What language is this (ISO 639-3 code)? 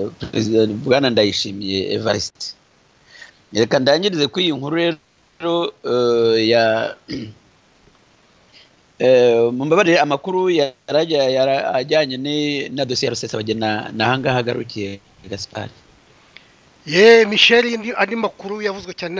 kin